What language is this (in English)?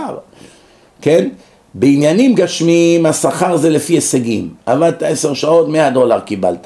Hebrew